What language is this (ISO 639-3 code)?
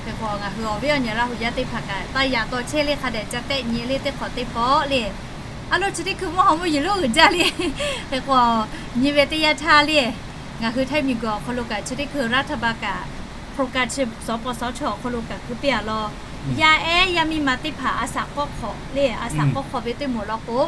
lhu